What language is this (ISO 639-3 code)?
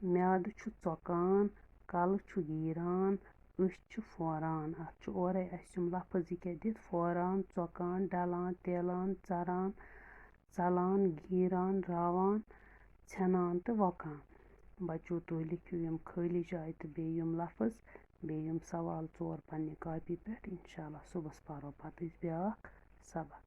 kas